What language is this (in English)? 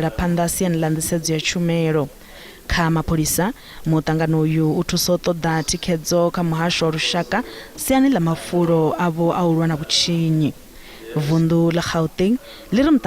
Venda